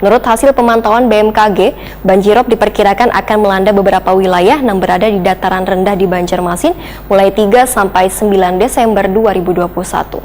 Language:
Banjar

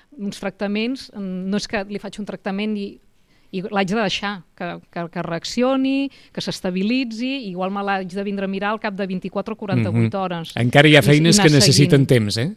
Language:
Catalan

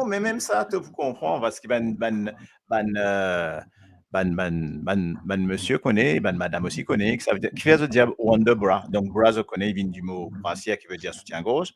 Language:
Morisyen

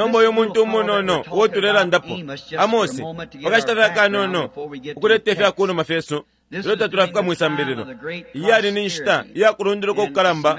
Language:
Bemba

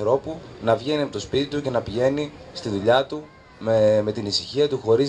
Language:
Greek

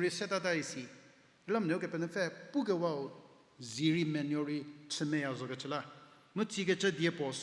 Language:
Angami Naga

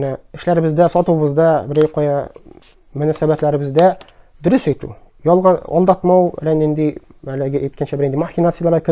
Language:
Tatar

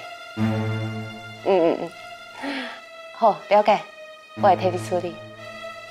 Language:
Min Nan Chinese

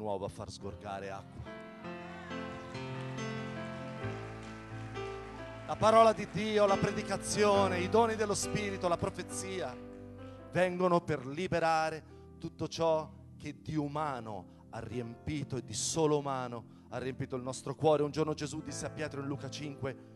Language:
Italian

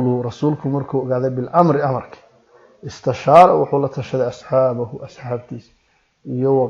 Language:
Somali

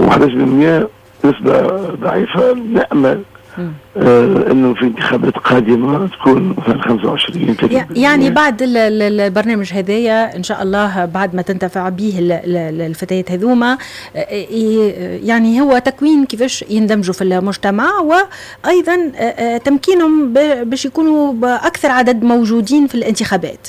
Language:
Tunisian Arabic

